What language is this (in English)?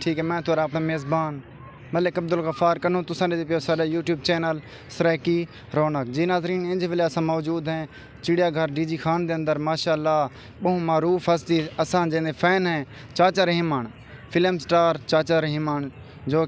Saraiki